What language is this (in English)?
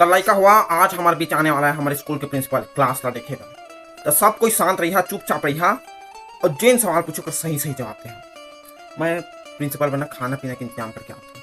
Chhattisgarhi